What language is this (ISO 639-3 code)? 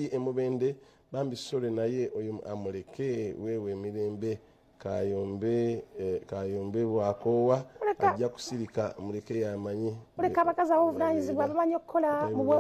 lug